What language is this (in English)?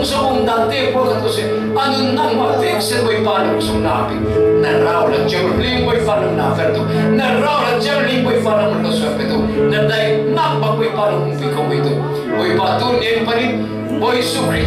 Falam Chin